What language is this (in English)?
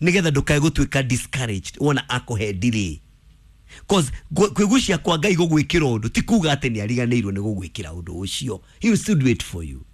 Kikuyu